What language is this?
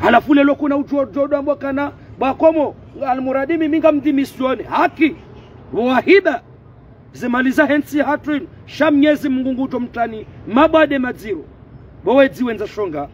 Ngazidja Comorian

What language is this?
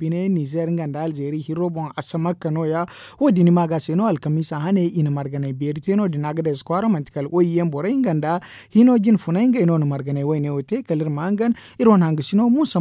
Zarma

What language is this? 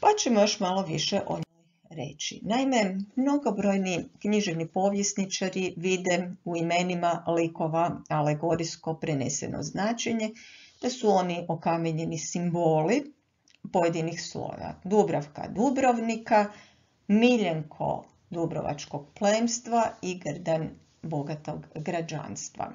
Croatian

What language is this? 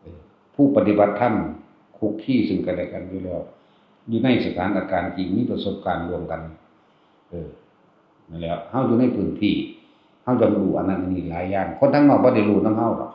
Northeastern Thai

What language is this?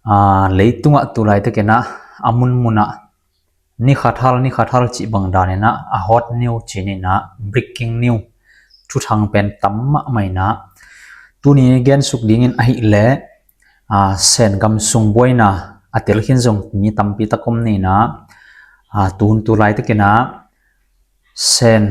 Tedim Chin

